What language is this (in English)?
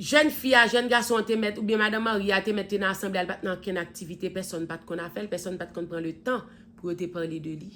Haitian Creole